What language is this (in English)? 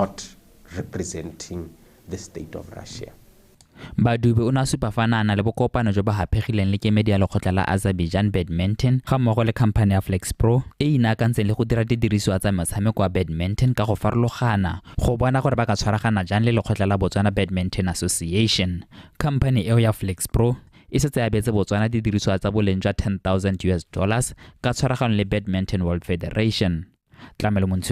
Tswana